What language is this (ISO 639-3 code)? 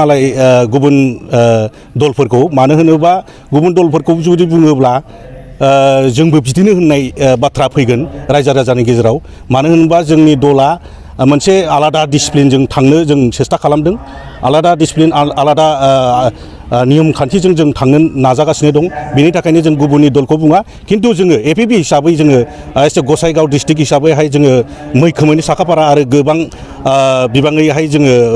brx